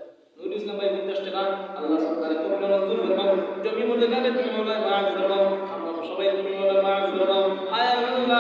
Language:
Sylheti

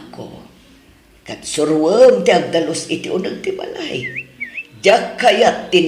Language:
Iloko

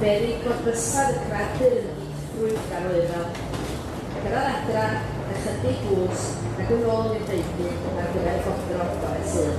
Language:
Welsh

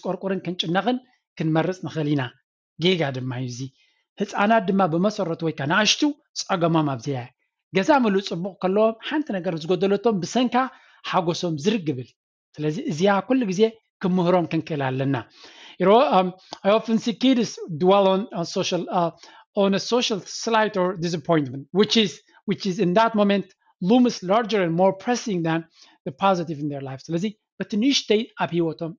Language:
Tigrinya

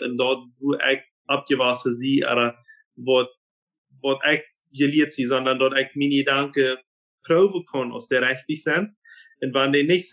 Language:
Plautdietsch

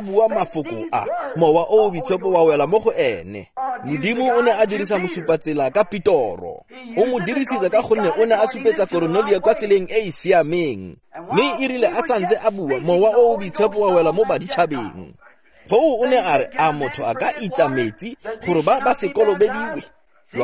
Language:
Tswana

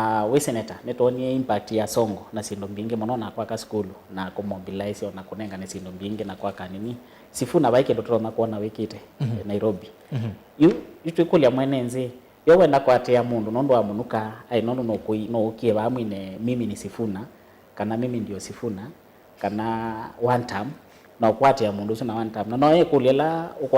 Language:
Kamba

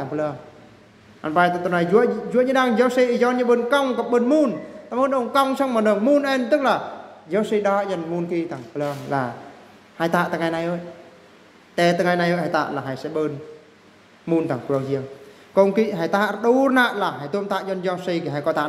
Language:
Eastern Bru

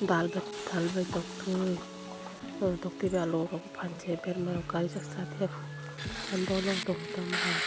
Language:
Kok Borok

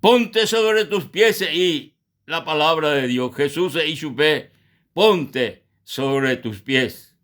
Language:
Guarani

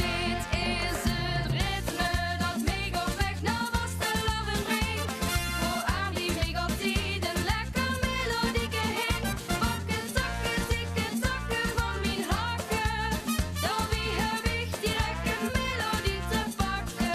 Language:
Limburgish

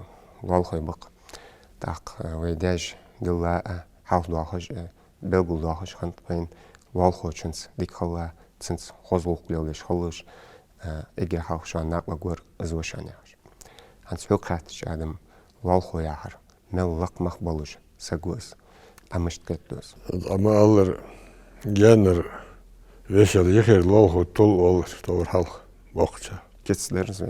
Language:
Ingush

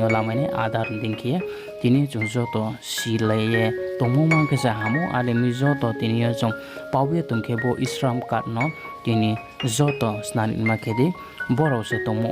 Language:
Riang (India)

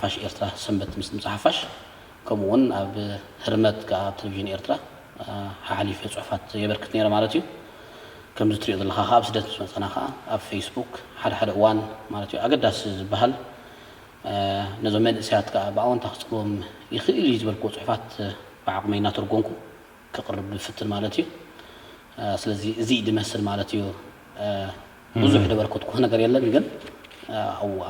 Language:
Tigrinya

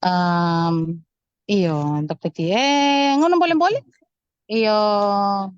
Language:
Fijian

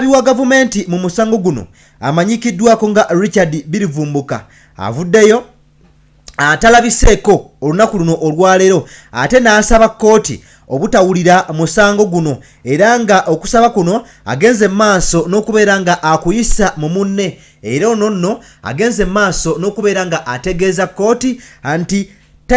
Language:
Ganda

